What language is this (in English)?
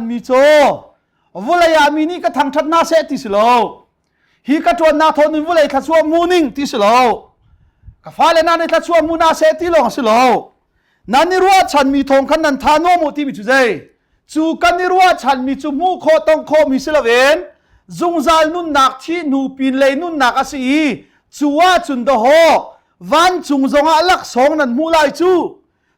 Hakha Chin